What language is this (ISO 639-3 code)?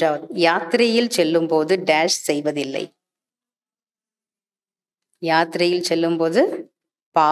tam